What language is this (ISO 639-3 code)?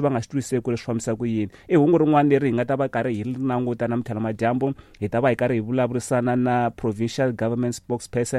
tso